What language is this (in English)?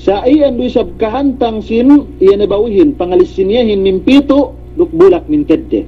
Yakan